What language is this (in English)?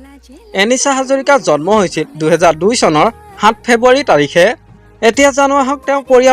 Assamese